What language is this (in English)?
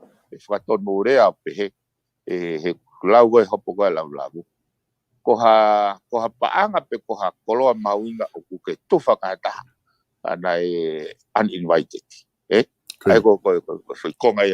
Tongan